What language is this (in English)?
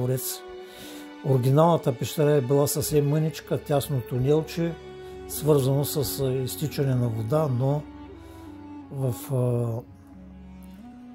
Bulgarian